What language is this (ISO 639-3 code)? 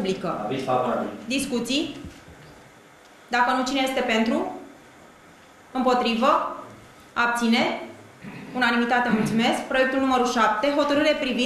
ron